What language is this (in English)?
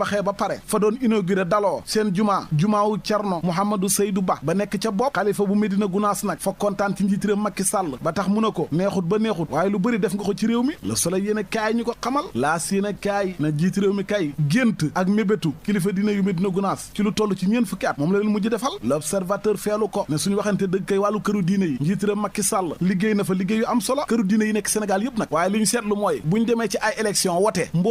Wolof